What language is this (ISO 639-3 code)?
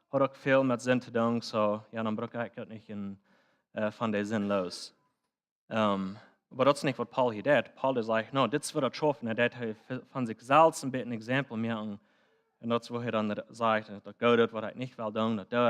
pdt